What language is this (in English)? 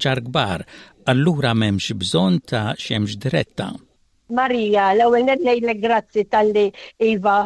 Maltese